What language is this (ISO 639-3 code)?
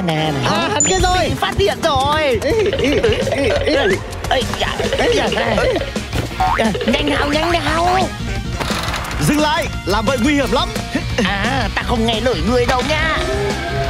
vie